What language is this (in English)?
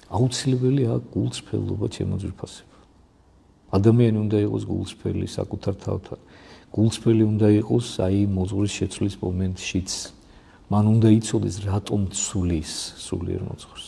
Georgian